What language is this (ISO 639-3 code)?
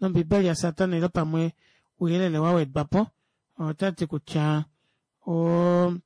kua